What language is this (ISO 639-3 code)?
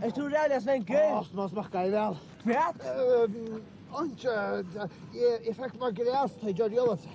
fao